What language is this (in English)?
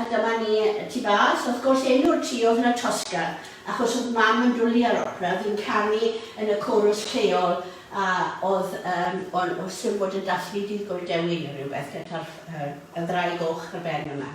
Welsh